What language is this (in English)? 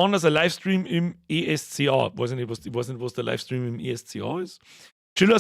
Bavarian